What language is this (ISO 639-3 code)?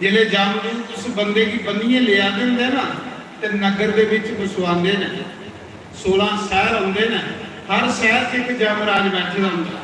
doi